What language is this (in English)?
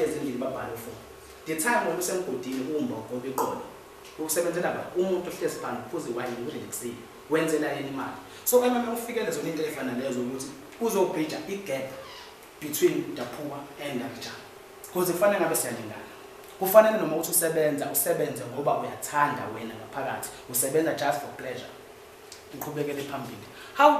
Zulu